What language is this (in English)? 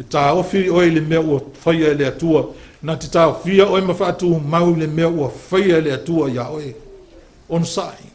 Samoan